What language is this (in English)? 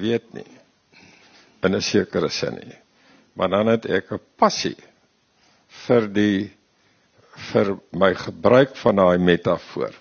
Afrikaans